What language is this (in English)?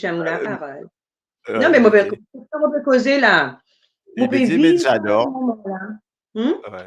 Morisyen